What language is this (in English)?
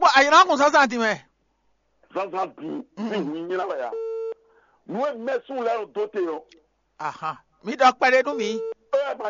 Fon